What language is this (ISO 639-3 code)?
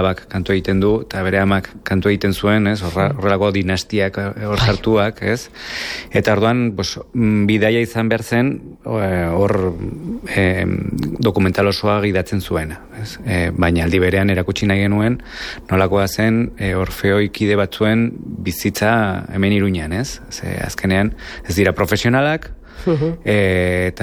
eus